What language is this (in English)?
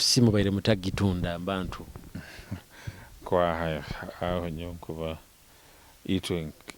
Nyoro